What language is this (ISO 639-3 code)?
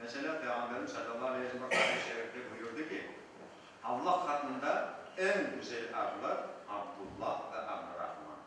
crh